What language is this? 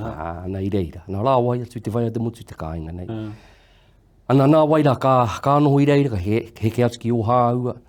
Māori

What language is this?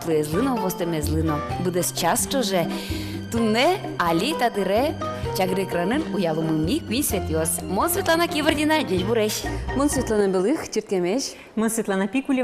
Udmurt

